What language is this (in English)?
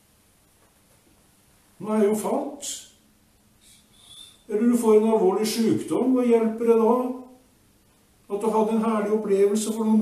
Norwegian